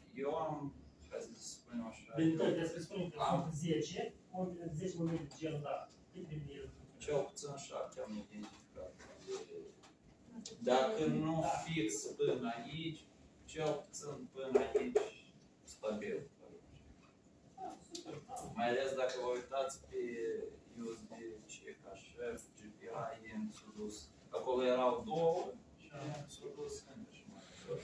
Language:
Romanian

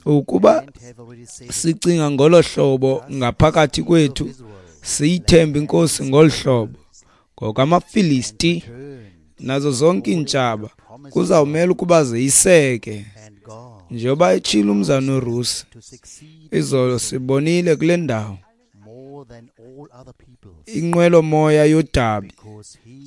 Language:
Xhosa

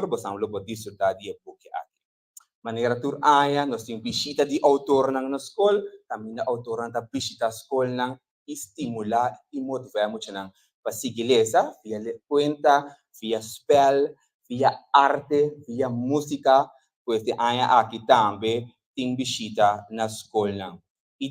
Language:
Papiamento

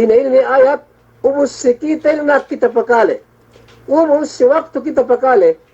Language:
Yakan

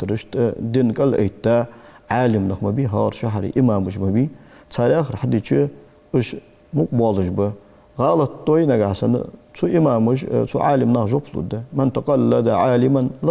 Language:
Ingush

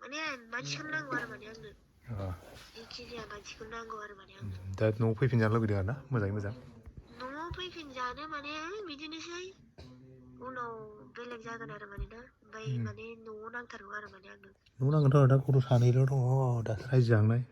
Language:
Bodo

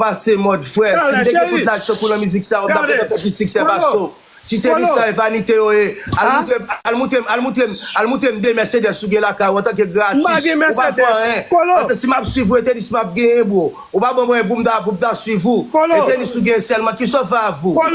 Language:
Haitian Creole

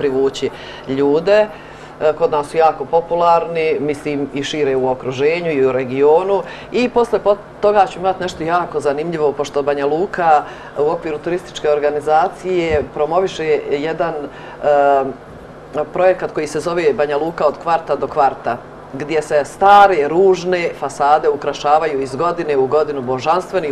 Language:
Serbian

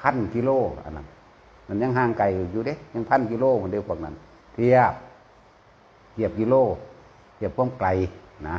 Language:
Lao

